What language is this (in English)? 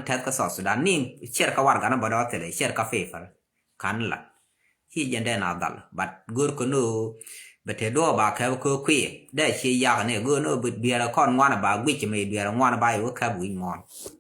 Nuer